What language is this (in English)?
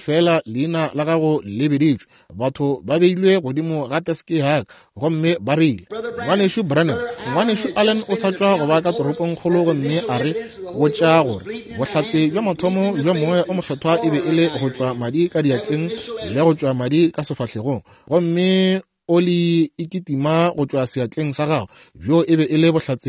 Northern Sotho